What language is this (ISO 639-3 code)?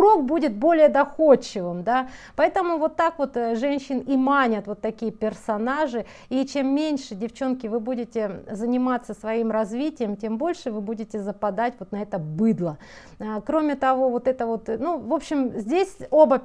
rus